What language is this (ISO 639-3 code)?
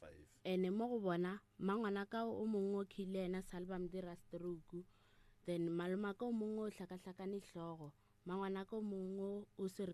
nso